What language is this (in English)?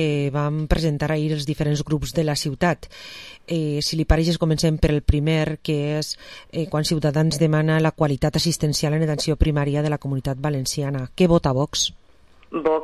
Catalan